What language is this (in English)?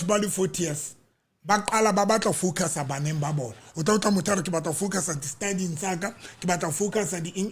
Southern Sotho